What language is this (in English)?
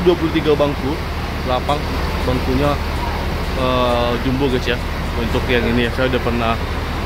Indonesian